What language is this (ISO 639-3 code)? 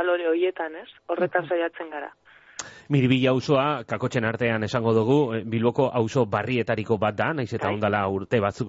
eus